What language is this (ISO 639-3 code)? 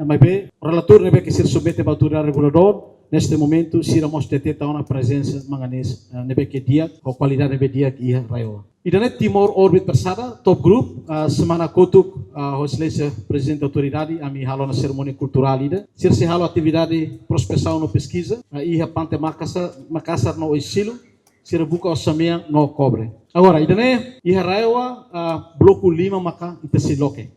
tet